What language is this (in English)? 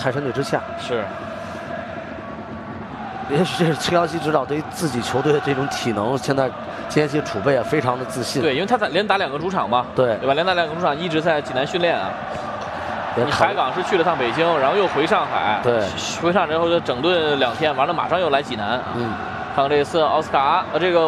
Chinese